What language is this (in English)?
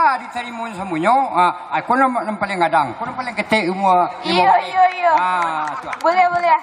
Minangkabau